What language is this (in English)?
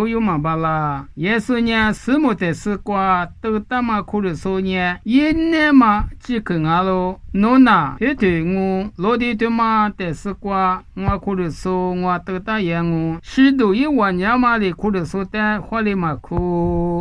Lisu